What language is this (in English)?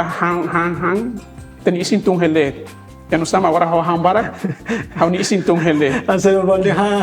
Tetum